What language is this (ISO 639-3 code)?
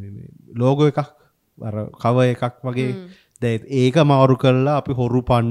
sin